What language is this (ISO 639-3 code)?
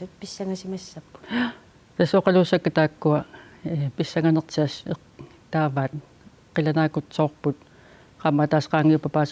kal